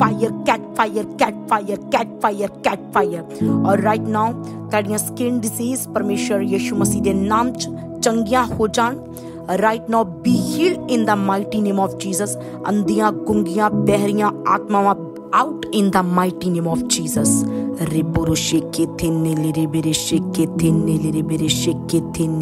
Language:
Punjabi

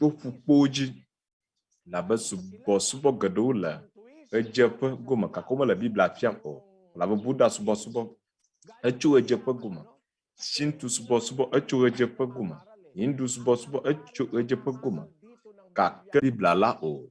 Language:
Ewe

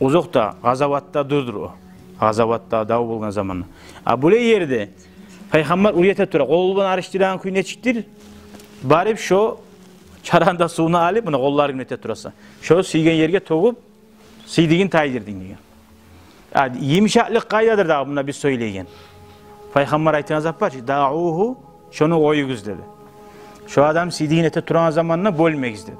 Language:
Kumyk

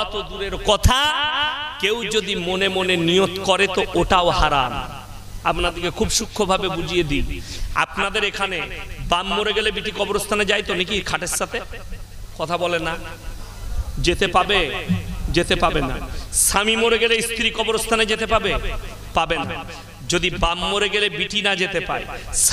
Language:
Bangla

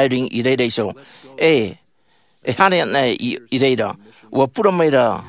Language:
Tahitian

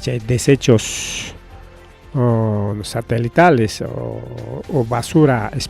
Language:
Ayacucho Quechua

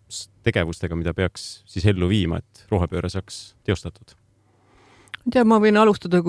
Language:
Estonian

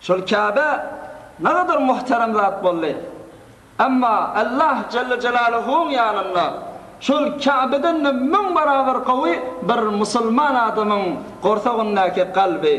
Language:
Turkmen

